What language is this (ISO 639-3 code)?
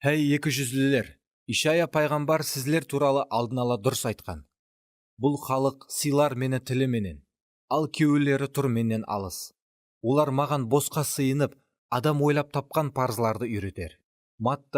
kaa